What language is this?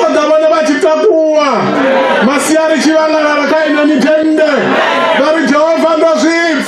Venda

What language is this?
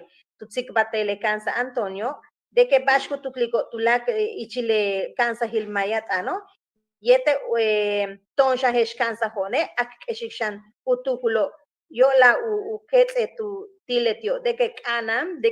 Yucateco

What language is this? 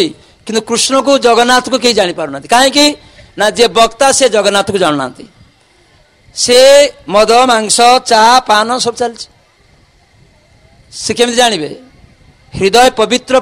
Odia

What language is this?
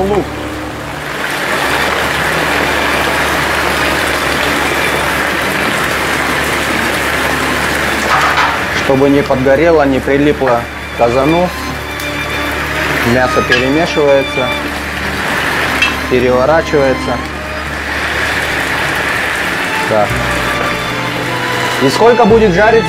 Russian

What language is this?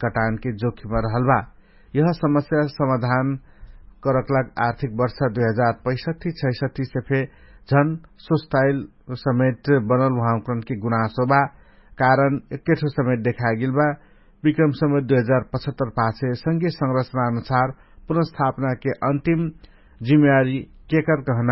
Dangaura Tharu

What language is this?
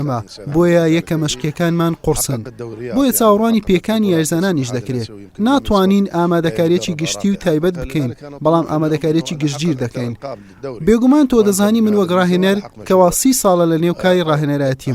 Central Kurdish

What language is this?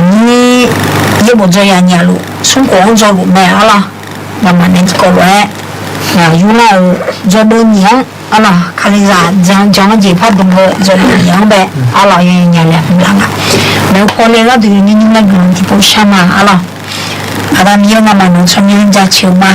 Akha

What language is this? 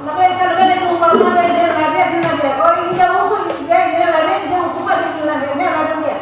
Tetum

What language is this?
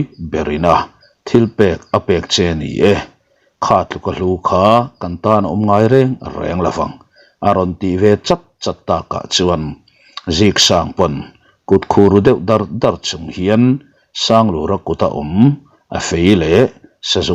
Mizo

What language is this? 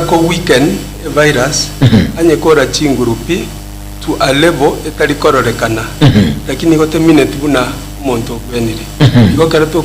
Gusii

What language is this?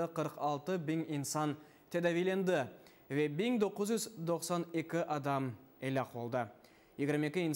Crimean Tatar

